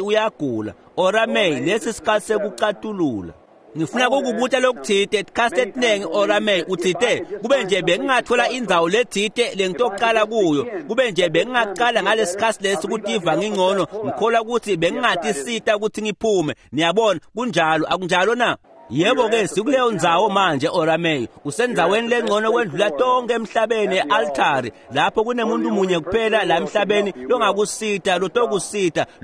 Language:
Swati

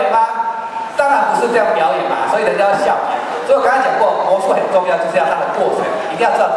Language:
Chinese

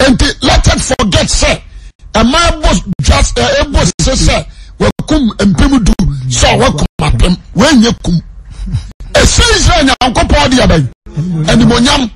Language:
Akan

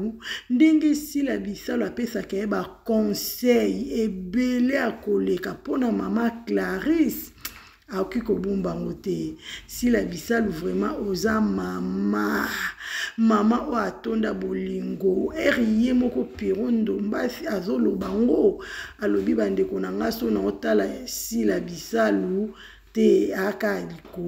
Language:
Lingala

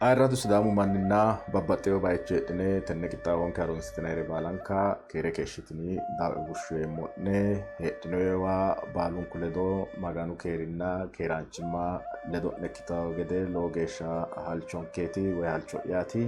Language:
Sidamo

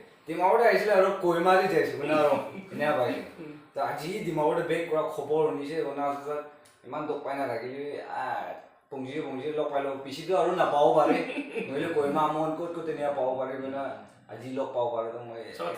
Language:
Naga Pidgin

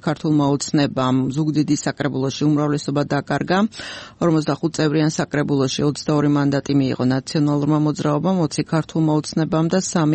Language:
Georgian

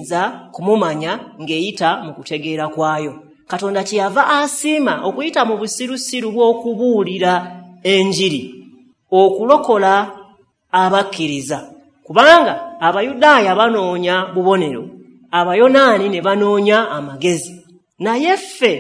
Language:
Ganda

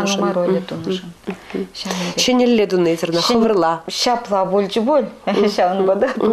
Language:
Chuvash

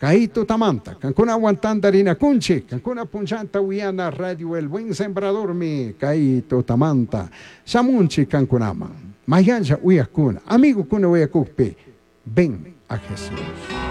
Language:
Chimborazo Highland Quichua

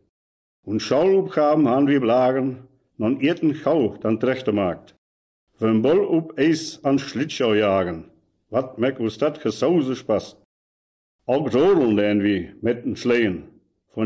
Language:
Westphalien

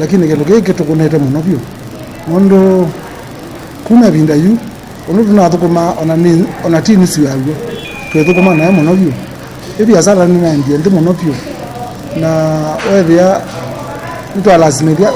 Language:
Kamba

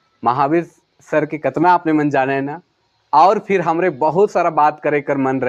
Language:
Sadri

